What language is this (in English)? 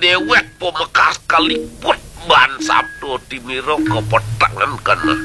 Balinese